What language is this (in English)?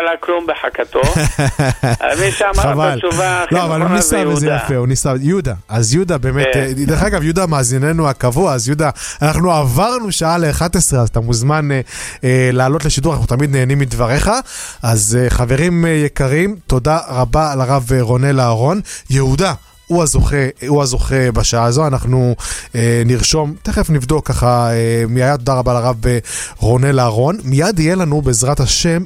Hebrew